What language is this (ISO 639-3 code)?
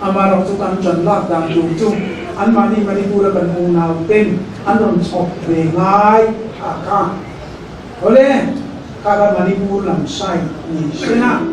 lus